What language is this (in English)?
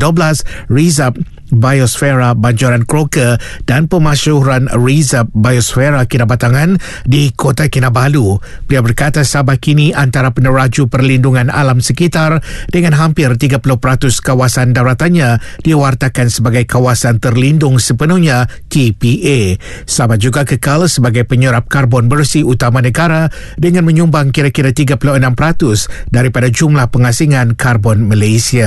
Malay